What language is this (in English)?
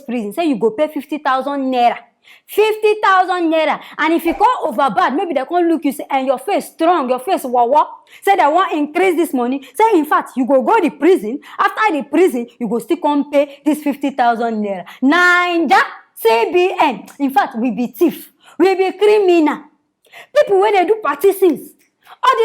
Nigerian Pidgin